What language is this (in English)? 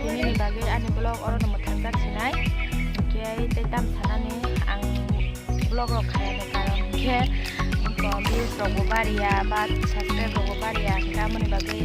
Kok Borok